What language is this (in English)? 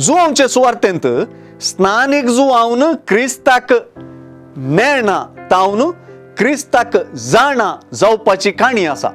Konkani